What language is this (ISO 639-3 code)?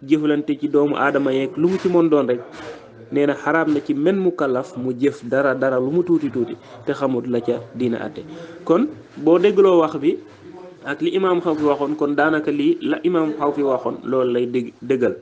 wol